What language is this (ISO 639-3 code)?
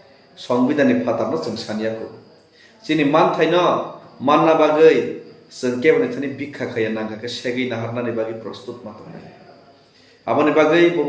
trp